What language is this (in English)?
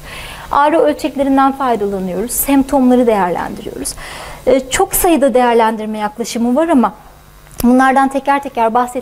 Turkish